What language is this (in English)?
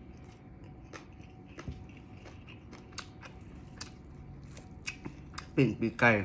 Lao